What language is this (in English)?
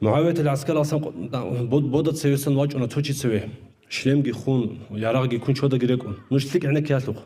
Avaric